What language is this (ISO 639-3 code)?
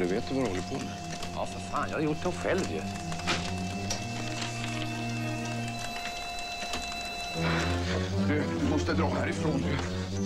swe